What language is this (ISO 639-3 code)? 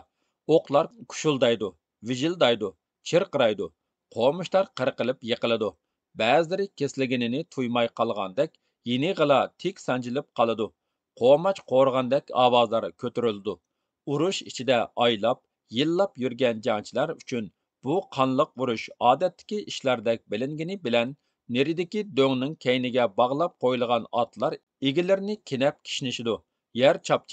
uig